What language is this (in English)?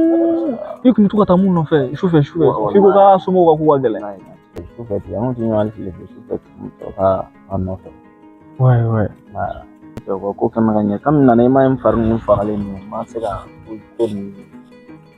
Bambara